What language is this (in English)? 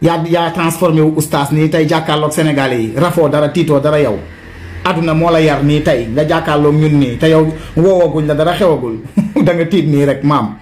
Wolof